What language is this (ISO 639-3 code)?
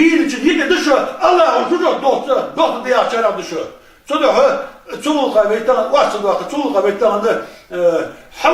inh